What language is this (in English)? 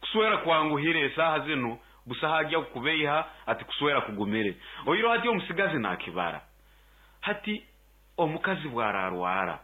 Nyoro